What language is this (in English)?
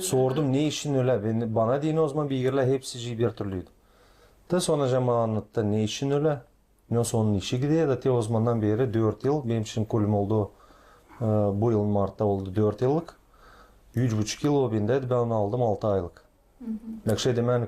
Gagauz